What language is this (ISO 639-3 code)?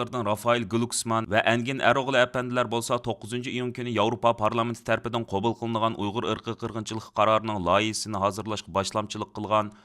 uig